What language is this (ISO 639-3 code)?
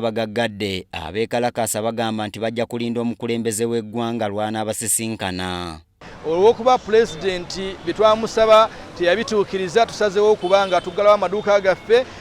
lug